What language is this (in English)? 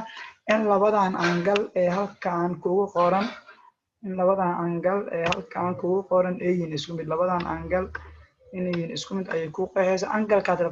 Somali